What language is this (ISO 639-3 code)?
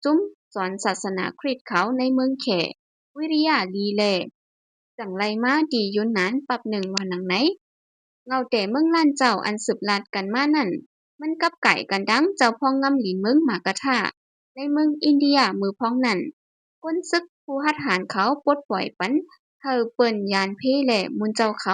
shn